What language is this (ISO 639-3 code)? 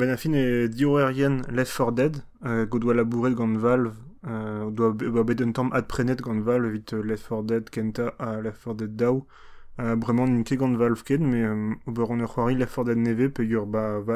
bre